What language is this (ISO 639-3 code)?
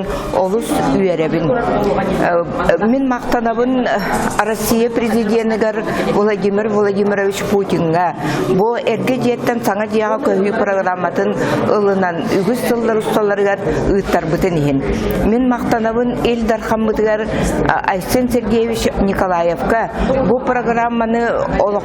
sah